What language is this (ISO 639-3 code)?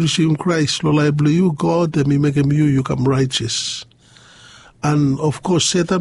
bis